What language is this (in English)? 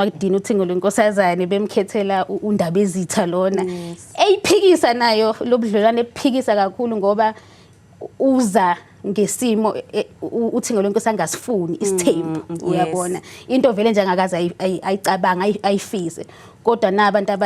Zulu